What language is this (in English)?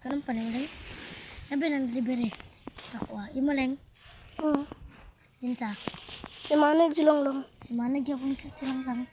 Cebuano